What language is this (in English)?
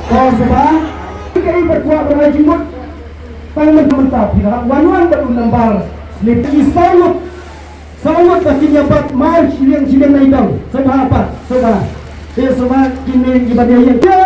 Khasi